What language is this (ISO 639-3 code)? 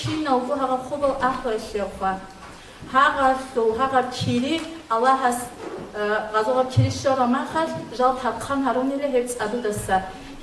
ava